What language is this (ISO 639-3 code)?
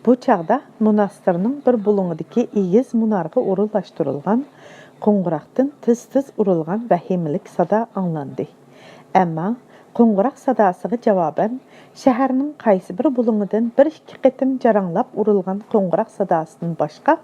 uig